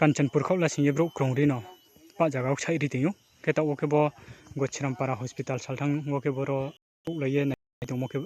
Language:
Riang (India)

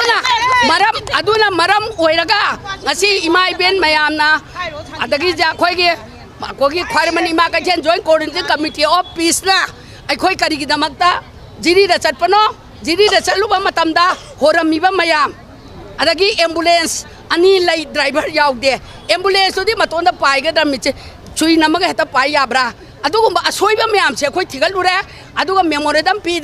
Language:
Manipuri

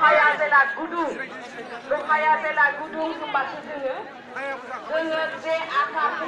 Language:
Bodo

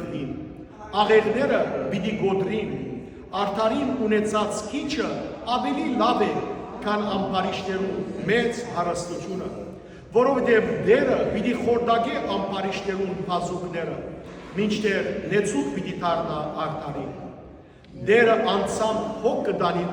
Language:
Western Armenian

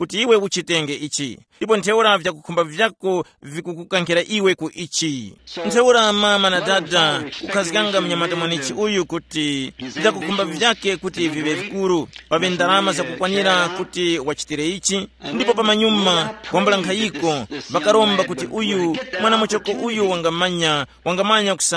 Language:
Tumbuka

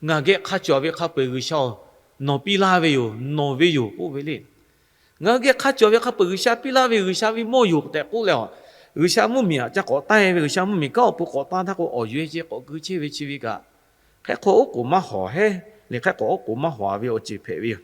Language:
Lahu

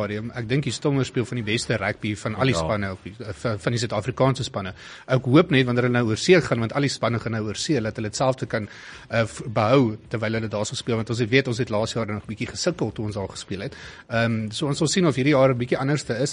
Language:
Afrikaans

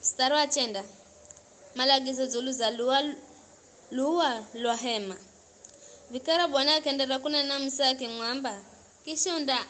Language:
Giryama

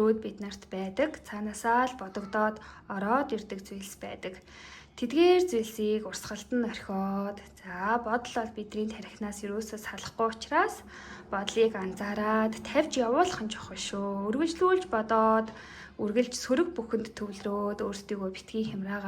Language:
Mongolian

